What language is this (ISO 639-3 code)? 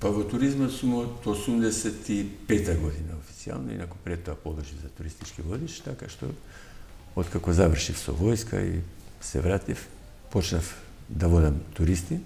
mkd